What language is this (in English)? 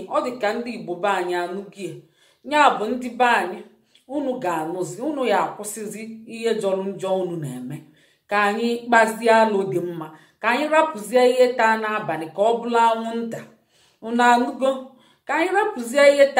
Igbo